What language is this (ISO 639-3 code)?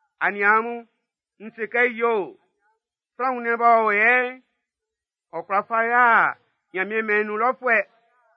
bci